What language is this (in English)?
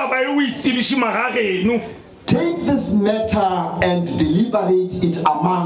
Northern Sotho